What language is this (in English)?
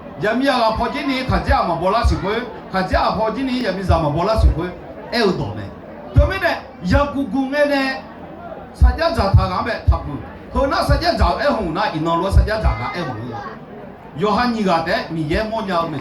Akha